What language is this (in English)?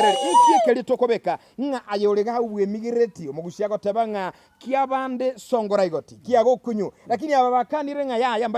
Gusii